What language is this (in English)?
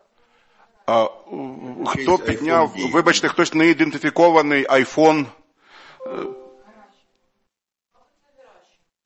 Ukrainian